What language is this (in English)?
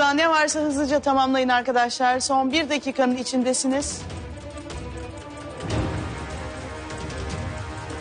Turkish